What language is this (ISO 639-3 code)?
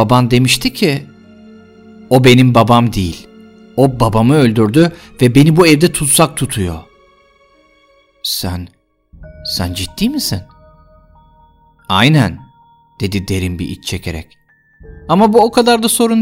tur